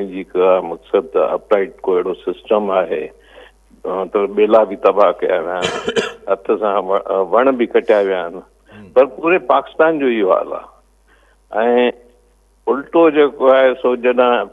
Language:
Sindhi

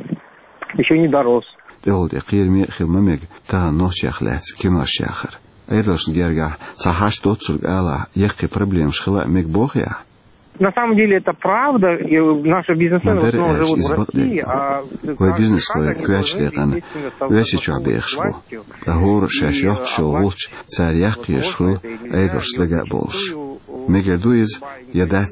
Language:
Chechen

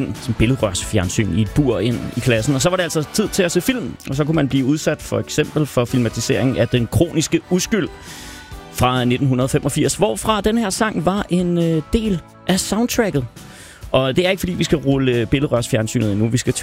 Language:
Danish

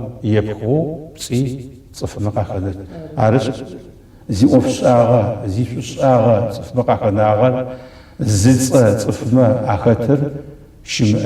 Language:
Adyghe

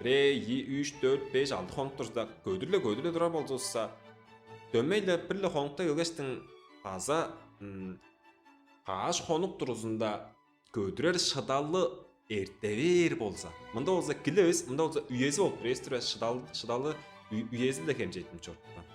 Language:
Tuvinian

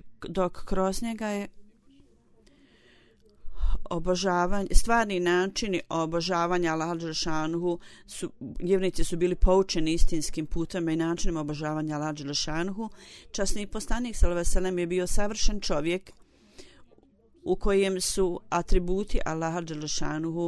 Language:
Bosnian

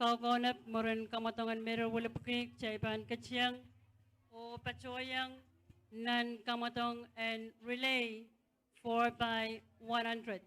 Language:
Pohnpeian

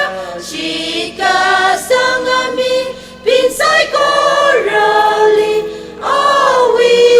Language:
Tangkhul Naga (India)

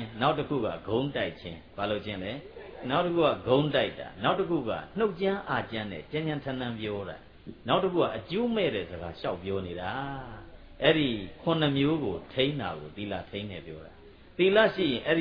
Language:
Burmese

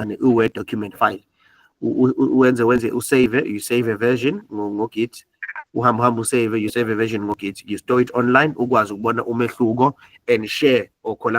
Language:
Zulu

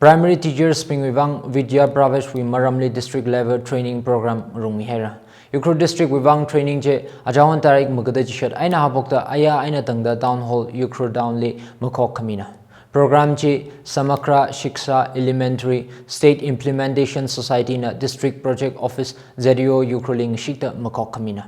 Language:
Tangkhul Naga (India)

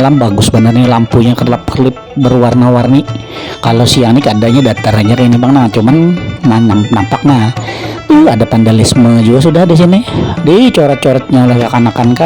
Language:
Banjar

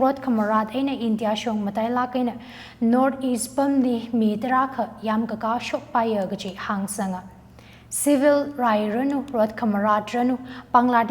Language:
Tangkhul Naga (India)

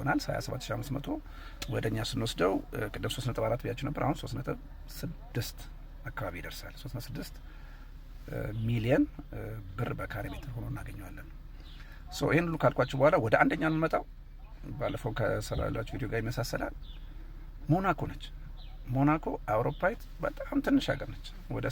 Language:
Amharic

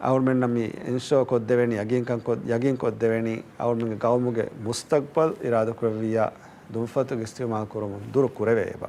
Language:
Divehi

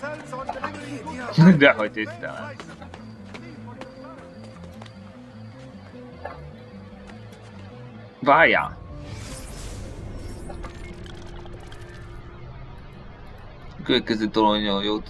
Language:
Hungarian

